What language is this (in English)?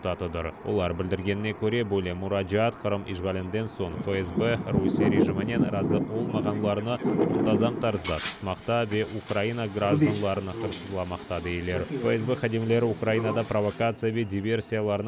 Crimean Tatar